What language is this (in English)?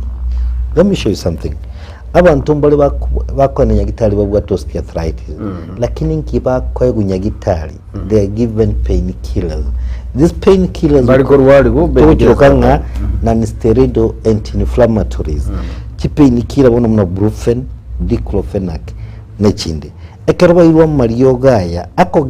Gusii